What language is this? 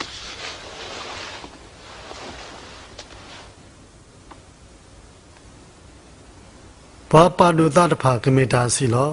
S'gaw Karen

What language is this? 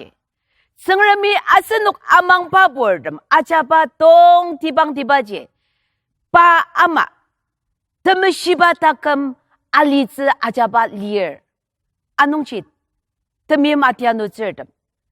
Ao Naga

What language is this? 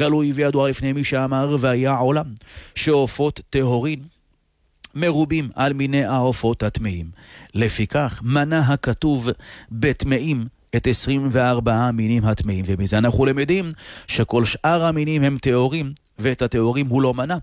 Hebrew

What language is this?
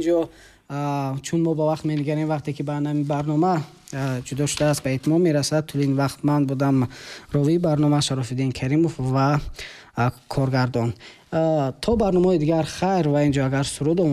Tajik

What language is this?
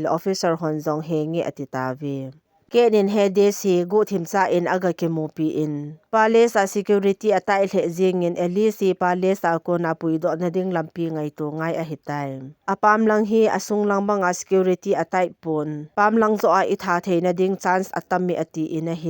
Thado Chin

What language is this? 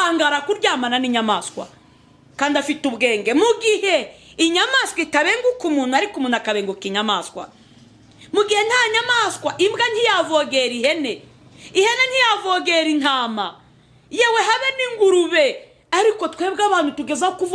Kinyarwanda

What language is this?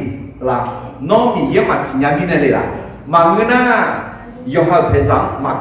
Akha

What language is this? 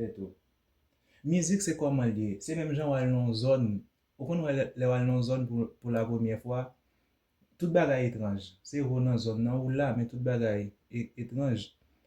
Haitian Creole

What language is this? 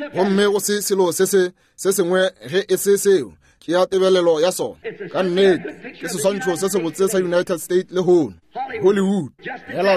Northern Sotho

